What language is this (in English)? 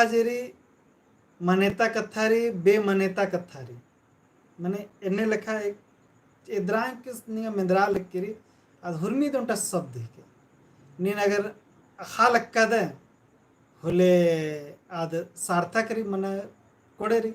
Kurukh